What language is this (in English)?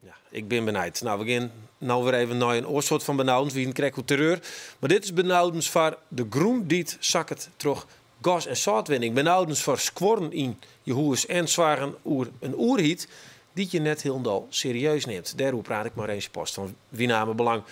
Western Frisian